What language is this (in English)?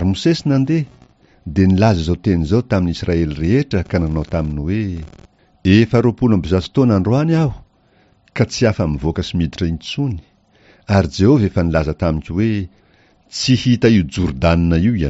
Malagasy